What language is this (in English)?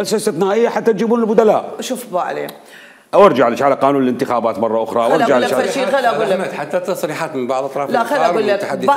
Mesopotamian Arabic